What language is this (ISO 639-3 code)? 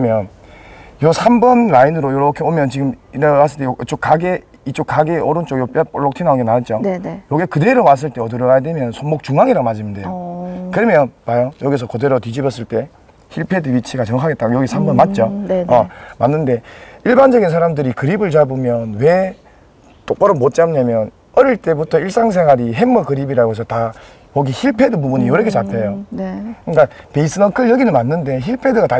kor